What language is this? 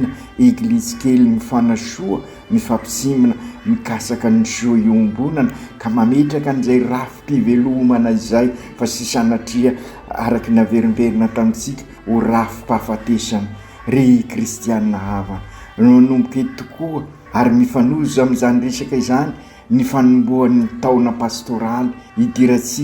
Malagasy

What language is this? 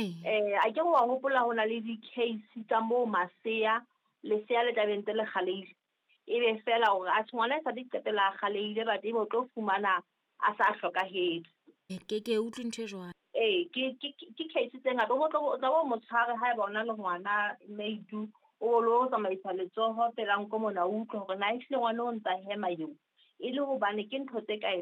Southern Sotho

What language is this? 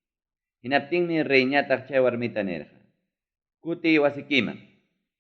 Ayacucho Quechua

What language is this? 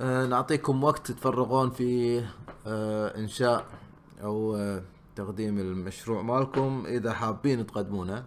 Gulf Arabic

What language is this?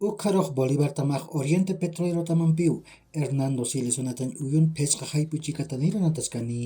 Aymara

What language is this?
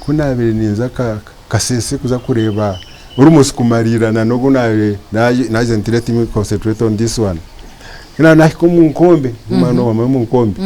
Nyankole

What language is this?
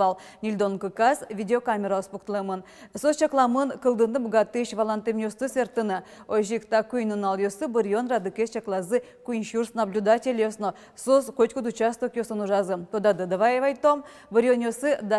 Udmurt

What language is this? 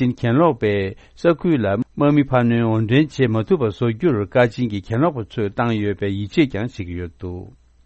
Tibetan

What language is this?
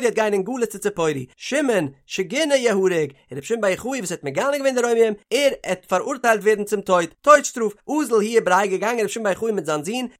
Yiddish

